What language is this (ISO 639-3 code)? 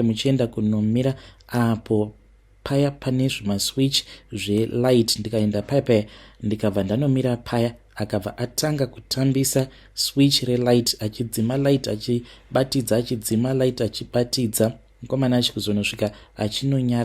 sna